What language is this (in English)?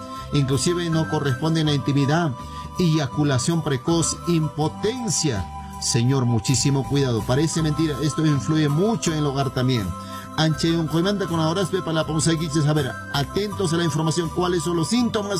Spanish